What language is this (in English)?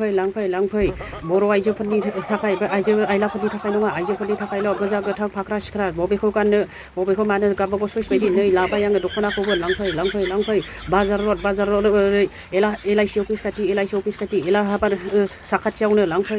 Bodo